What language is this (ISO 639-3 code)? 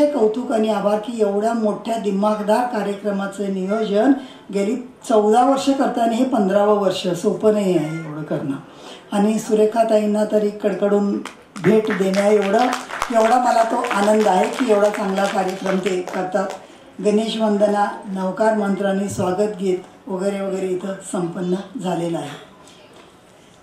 mar